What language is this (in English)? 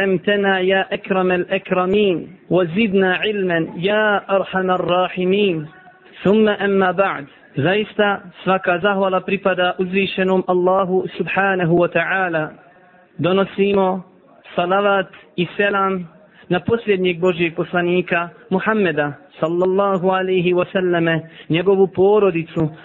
Bosnian